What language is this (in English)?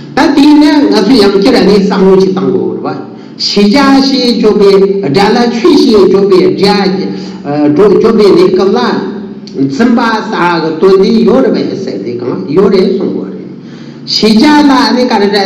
Tibetan